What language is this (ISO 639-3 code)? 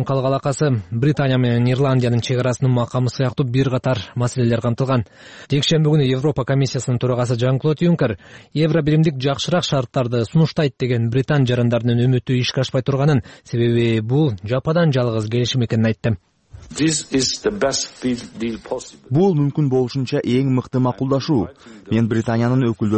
kir